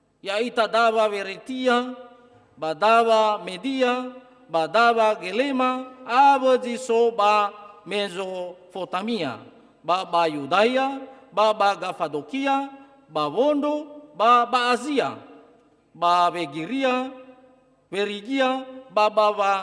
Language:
Nias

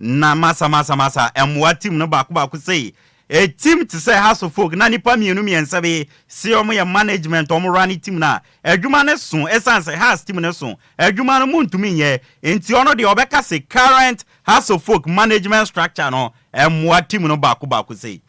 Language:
Akan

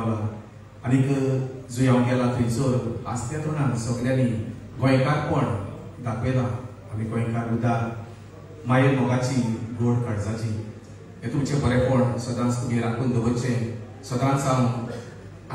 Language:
Konkani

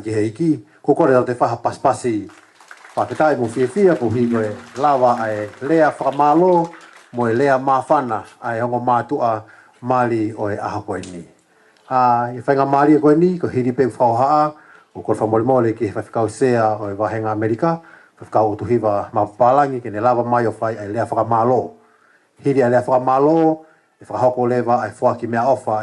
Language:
Tongan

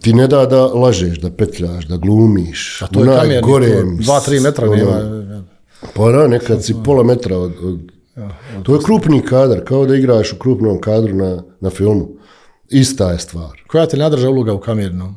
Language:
Bosnian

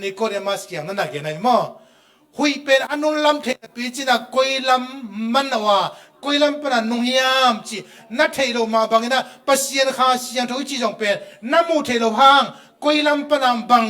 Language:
Tedim Chin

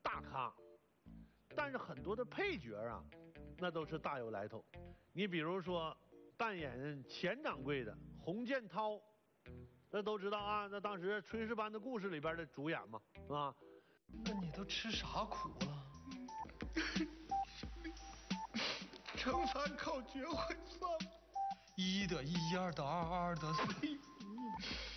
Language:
Chinese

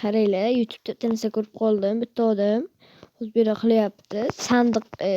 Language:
Uzbek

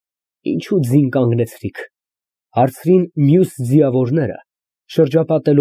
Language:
Armenian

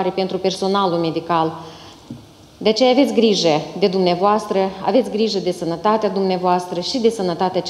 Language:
Romanian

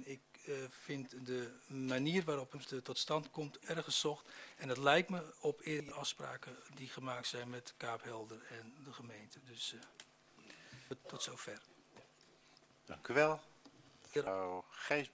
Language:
Dutch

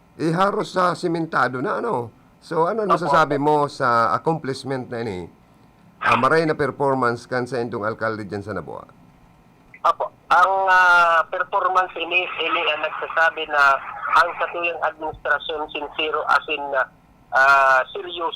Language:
Bikol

